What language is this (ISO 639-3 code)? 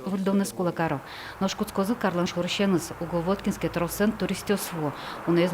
udm